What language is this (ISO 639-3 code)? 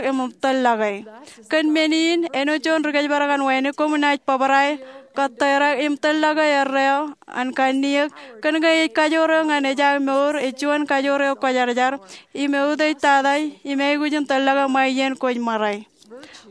mah